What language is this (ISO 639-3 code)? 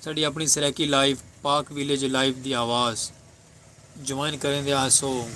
skr